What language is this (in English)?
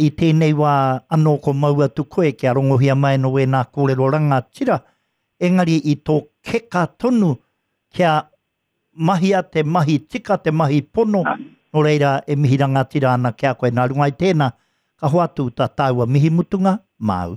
Māori